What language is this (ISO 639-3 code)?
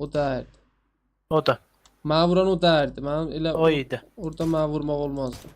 azb